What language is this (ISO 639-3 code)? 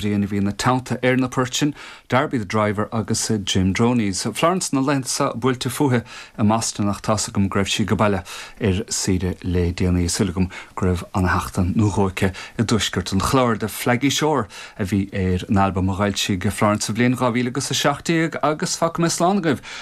gle